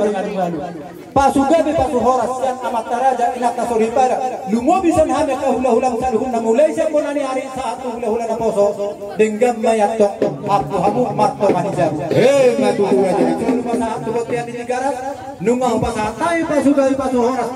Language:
Batak Toba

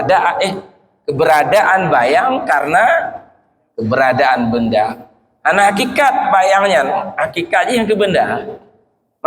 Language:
Achinese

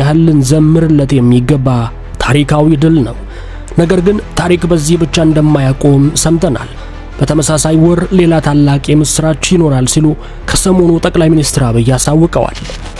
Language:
Amharic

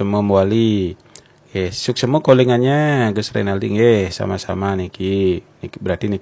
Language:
Balinese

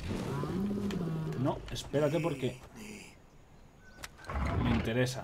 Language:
Spanish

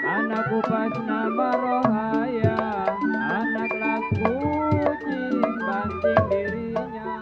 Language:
Betawi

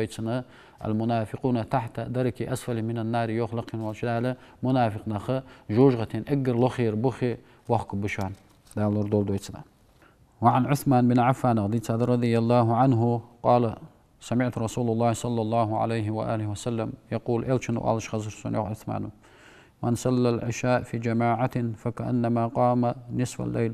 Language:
Ingush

